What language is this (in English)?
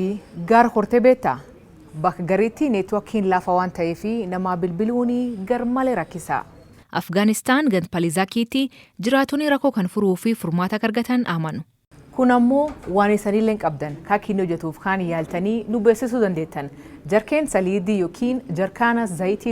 Oromo